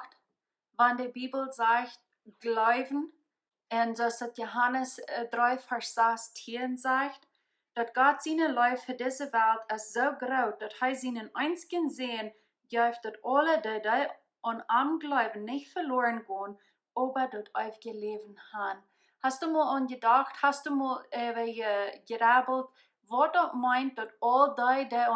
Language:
Plautdietsch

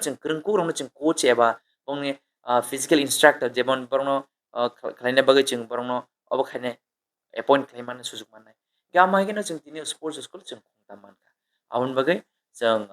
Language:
Kok Borok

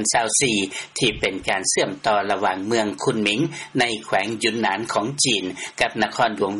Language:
Lao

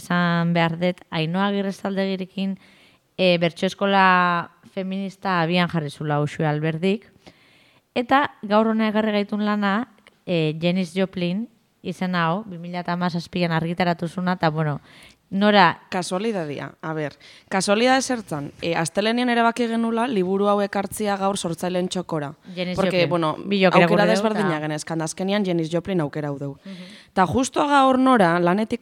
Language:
Basque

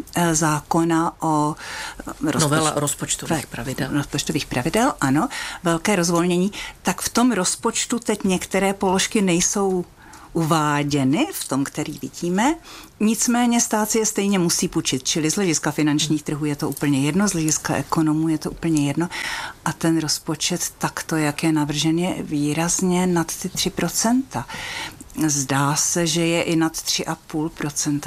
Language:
Czech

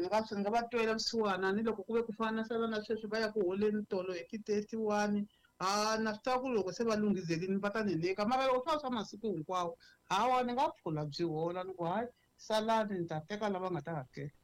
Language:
Tsonga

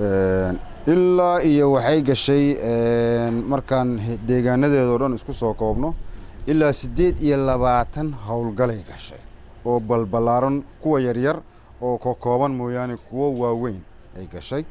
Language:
Somali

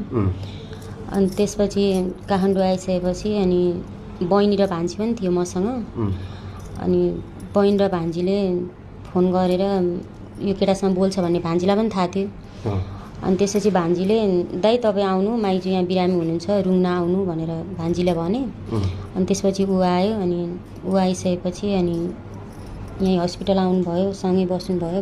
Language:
Nepali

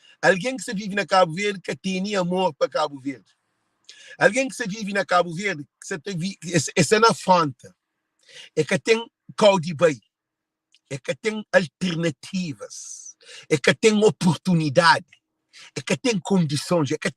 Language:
Kabuverdianu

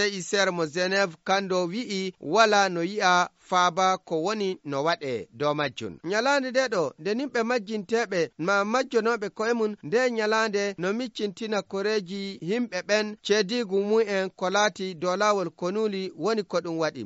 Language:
Fula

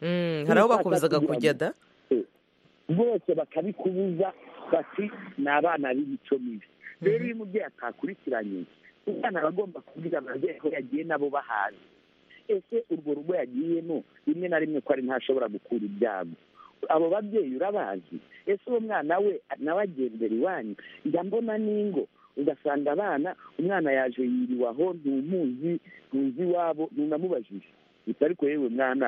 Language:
Kinyarwanda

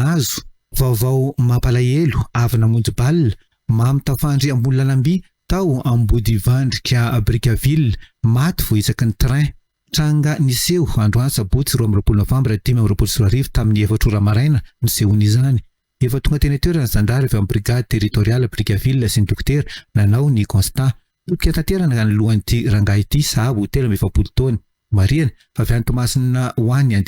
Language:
Malagasy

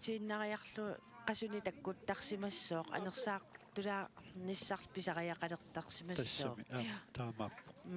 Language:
Kalaallisut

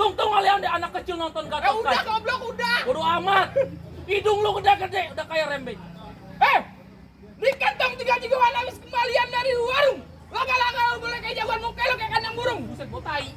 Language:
Betawi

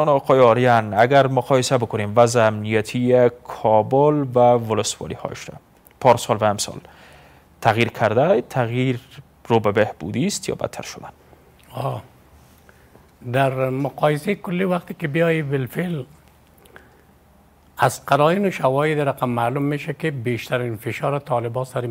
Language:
Persian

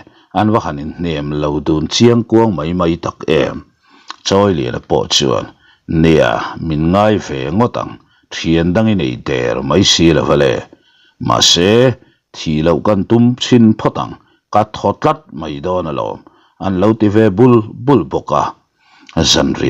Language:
Mizo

